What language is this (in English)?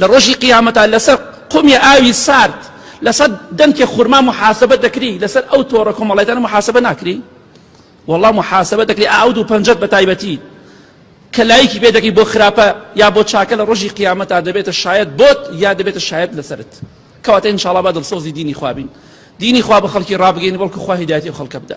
Central Kurdish